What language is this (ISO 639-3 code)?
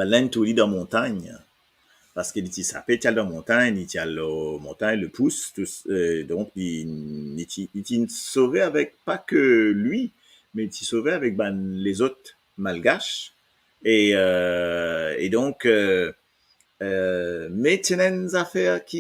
mfe